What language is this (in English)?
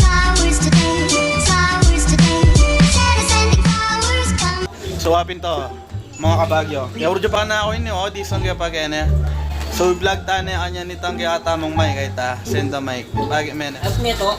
Pampanga